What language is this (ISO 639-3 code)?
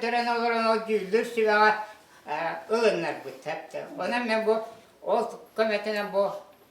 sah